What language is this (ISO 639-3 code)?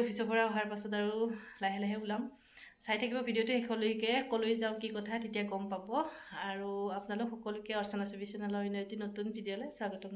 asm